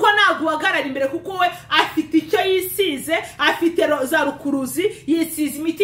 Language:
Kinyarwanda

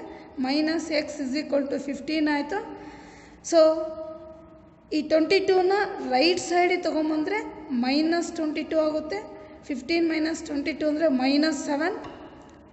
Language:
Kannada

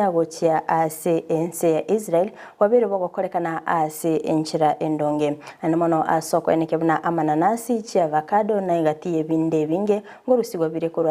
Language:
Gusii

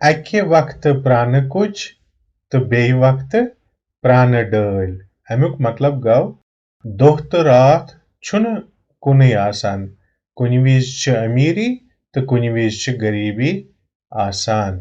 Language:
Kashmiri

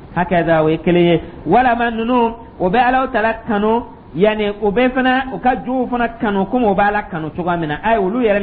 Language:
Dyula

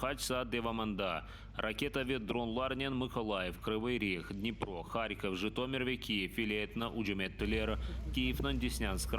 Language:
Crimean Tatar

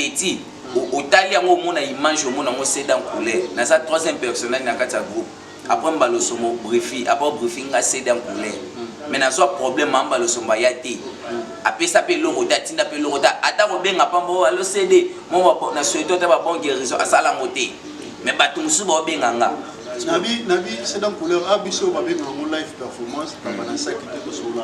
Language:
Lingala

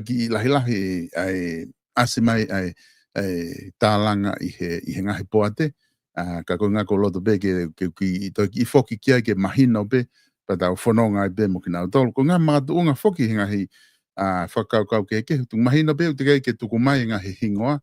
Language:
Tongan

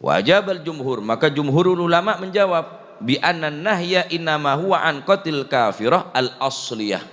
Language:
Madurese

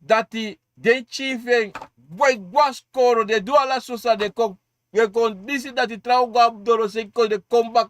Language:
Sranan Tongo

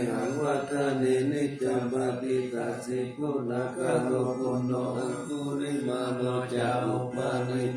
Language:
Pali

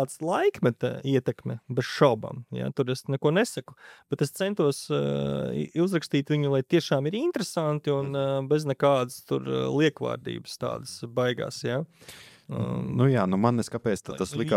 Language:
Latvian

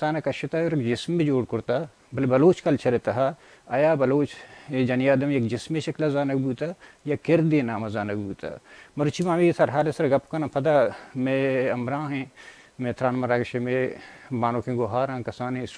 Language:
Baluchi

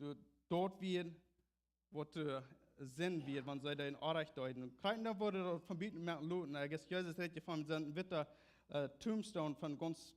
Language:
Plautdietsch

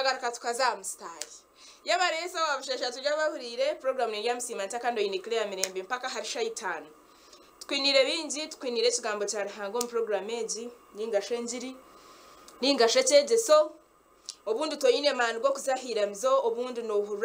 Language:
Nyankole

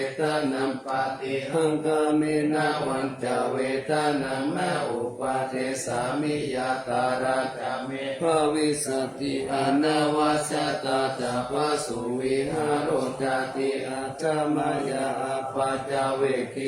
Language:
Pali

